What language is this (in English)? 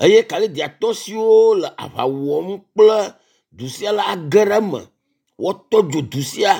Ewe